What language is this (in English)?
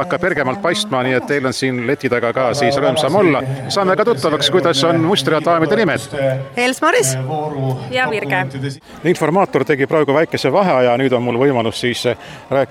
Estonian